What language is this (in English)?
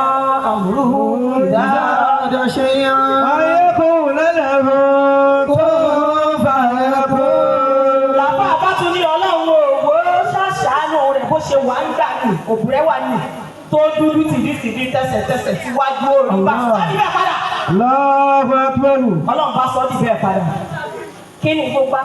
Yoruba